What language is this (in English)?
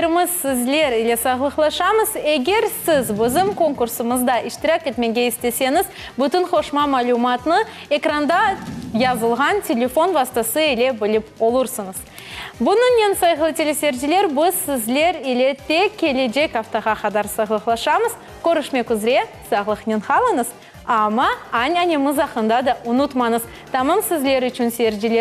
Crimean Tatar